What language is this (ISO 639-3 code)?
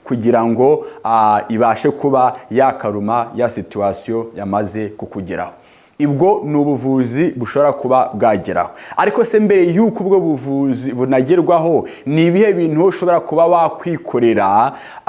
kin